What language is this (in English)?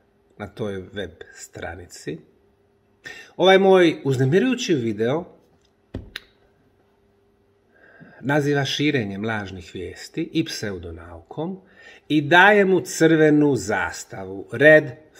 Bosnian